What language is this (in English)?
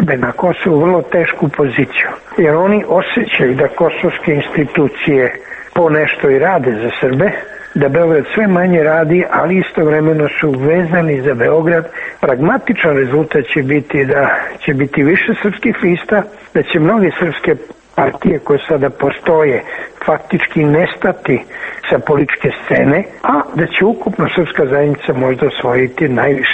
Serbian